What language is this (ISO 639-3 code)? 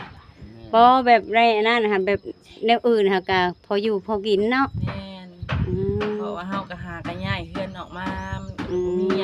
lao